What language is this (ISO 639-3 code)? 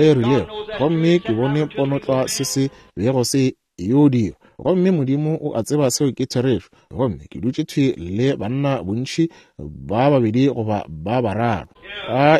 nso